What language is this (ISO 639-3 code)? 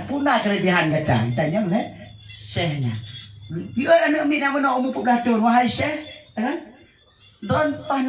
ace